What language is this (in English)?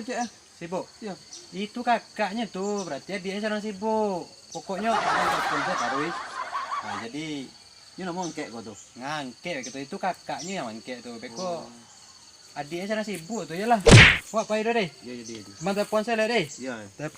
Minangkabau